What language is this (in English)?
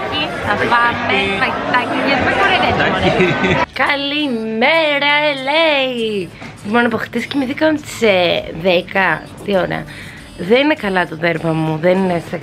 Greek